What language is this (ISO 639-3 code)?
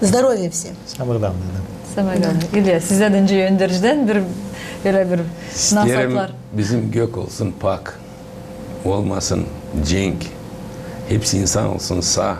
gag